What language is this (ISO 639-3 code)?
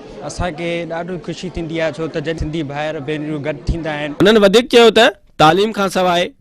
snd